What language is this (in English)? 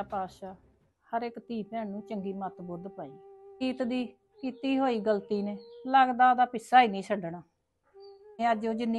Punjabi